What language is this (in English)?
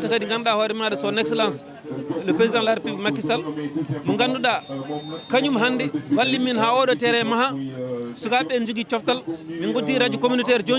Fula